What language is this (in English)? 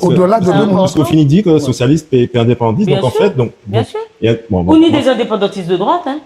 Guadeloupean Creole French